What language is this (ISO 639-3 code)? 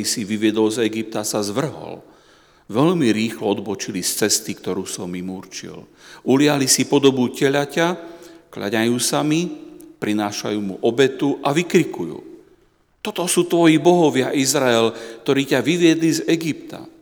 slk